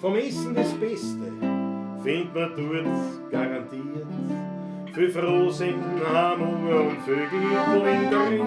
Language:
Bavarian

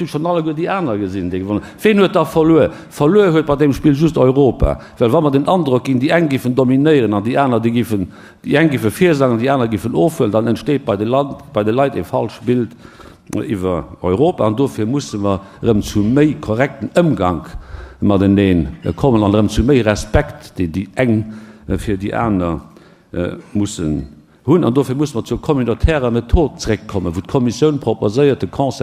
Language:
Luxembourgish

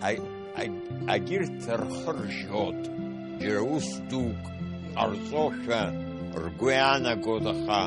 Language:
Abkhazian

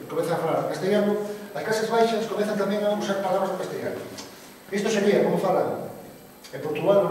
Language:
Galician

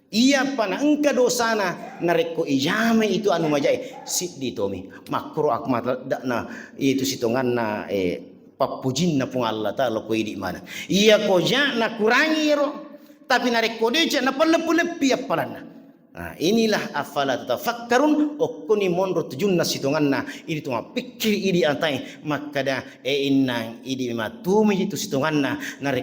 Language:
Buginese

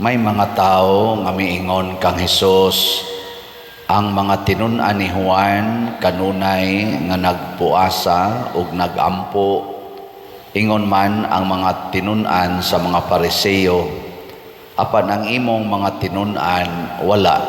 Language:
Cebuano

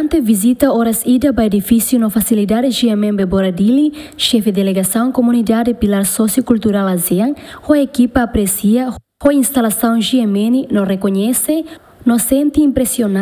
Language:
Tetum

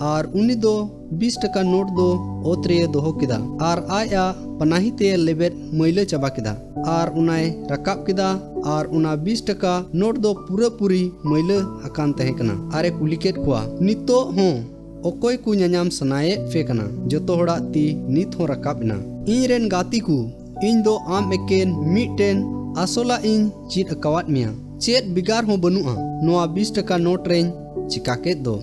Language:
Santali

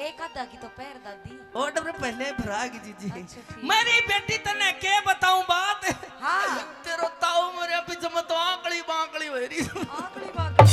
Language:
Haryanvi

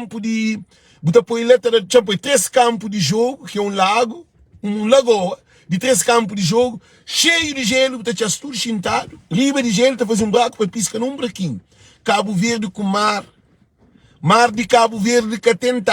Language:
Kabuverdianu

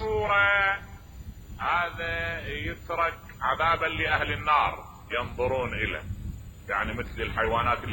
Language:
Mesopotamian Arabic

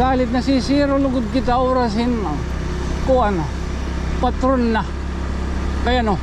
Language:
Waray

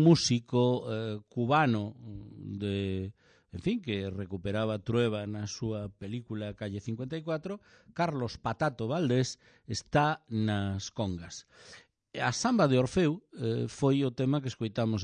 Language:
Galician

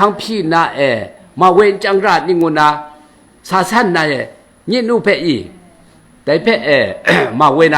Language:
Kachin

